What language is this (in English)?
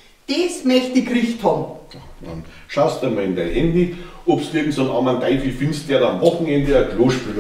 Bavarian